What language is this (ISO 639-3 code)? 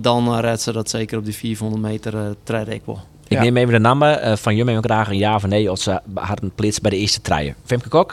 fry